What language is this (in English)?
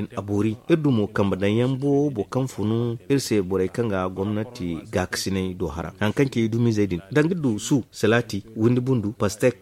Zarma